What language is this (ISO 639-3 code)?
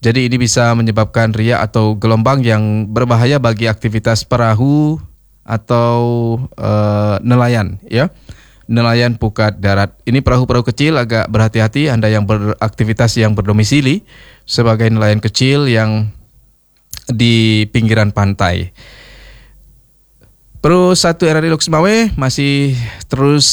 ind